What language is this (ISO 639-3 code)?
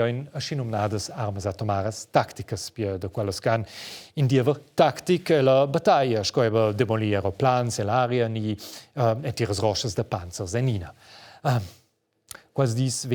roh